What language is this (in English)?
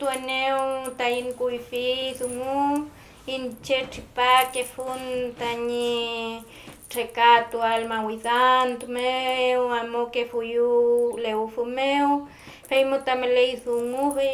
Mapuche